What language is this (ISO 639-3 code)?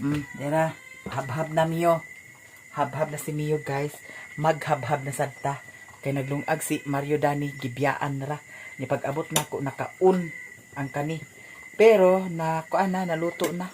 ceb